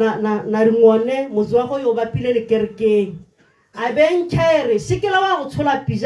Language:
Tswana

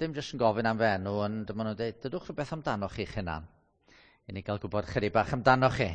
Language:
Welsh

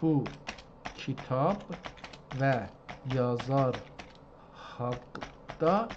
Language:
South Azerbaijani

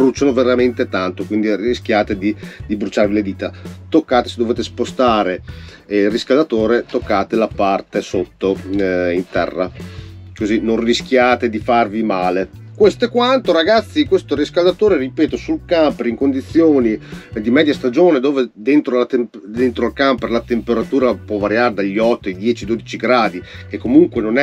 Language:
Italian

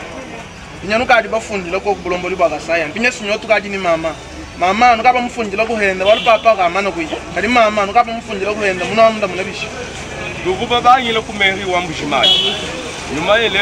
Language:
Luba-Lulua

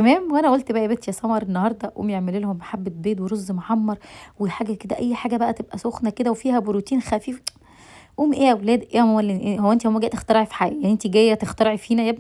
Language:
Egyptian Arabic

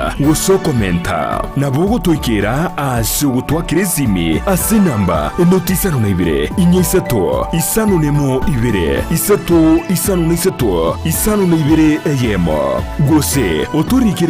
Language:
Gusii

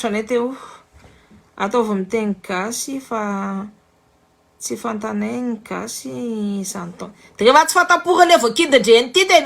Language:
Malagasy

